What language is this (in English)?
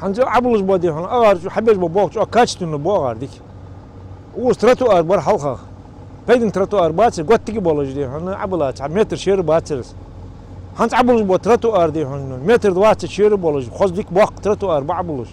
Ingush